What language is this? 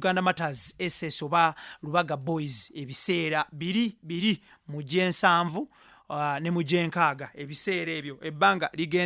Ganda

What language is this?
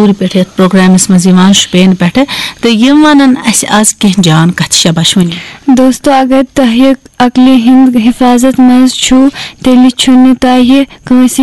Kashmiri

